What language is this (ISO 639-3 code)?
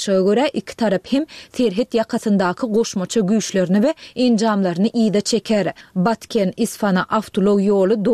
tuk